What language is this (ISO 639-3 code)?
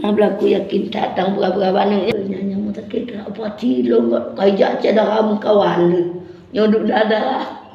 ace